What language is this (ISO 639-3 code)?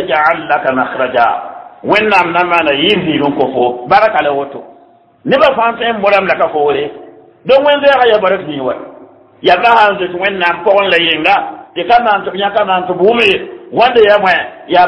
mos